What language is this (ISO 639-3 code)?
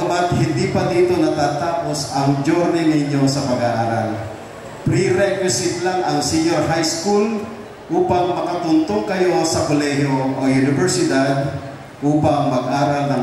fil